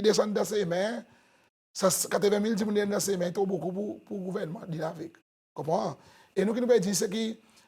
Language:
Seselwa Creole French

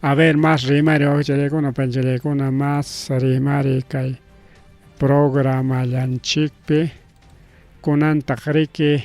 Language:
Ayacucho Quechua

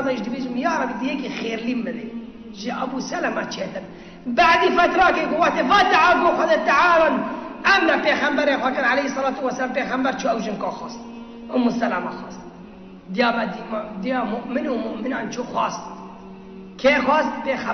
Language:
Kurdish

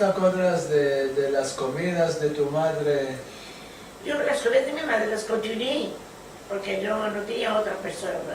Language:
Ladino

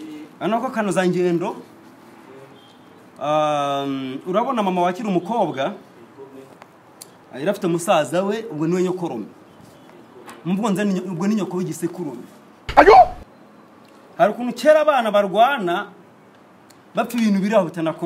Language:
Kinyarwanda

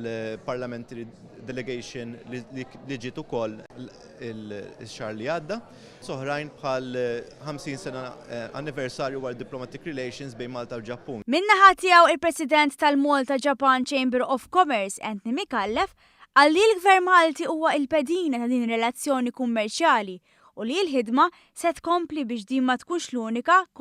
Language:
Maltese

